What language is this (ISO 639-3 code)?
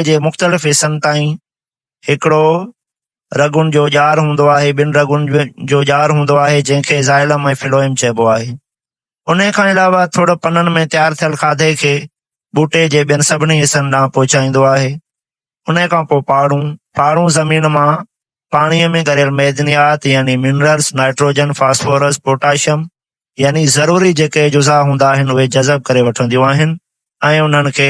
snd